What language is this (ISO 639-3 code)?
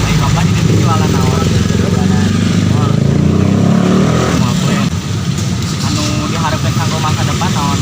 sun